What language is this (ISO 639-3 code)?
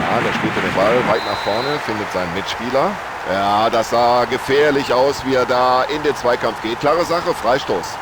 bar